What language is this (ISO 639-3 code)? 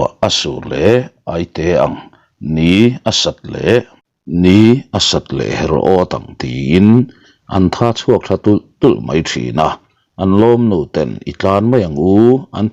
lus